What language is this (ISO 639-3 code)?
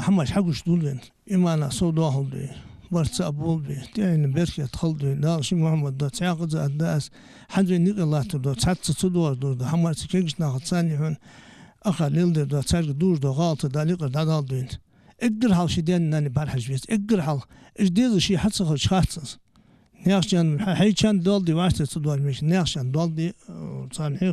inh